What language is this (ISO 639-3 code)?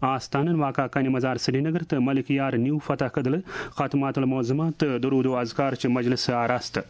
kas